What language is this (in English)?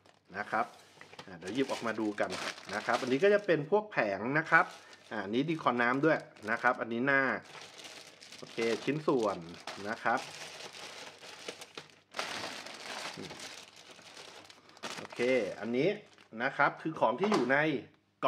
Thai